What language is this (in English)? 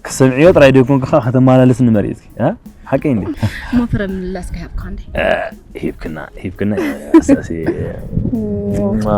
Tigrinya